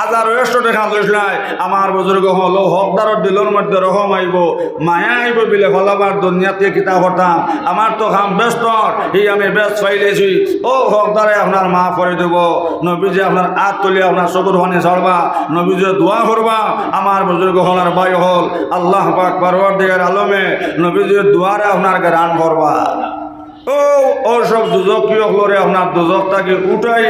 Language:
Sylheti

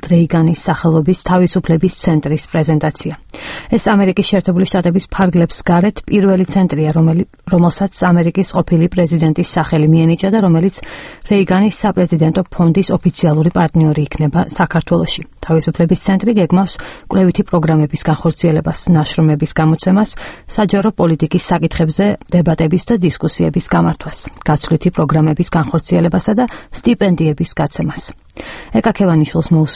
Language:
Georgian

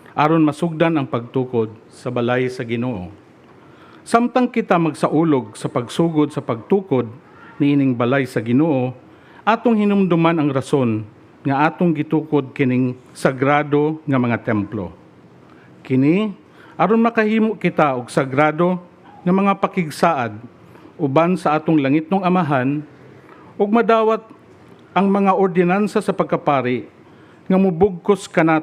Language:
Cebuano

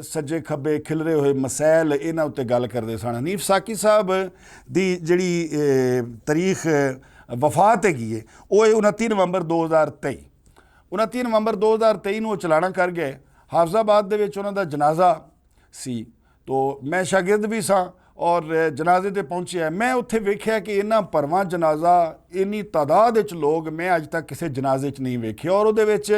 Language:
Western Panjabi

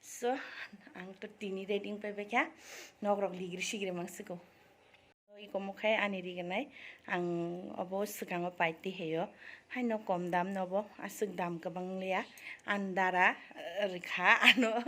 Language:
Kok Borok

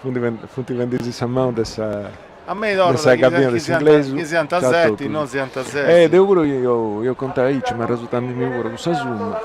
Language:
Sardinian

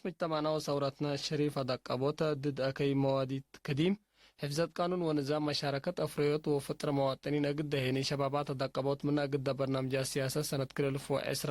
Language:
Tigre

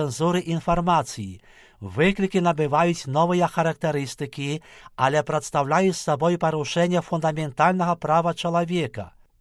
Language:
Belarusian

